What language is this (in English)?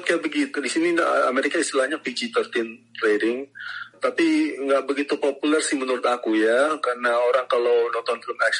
Indonesian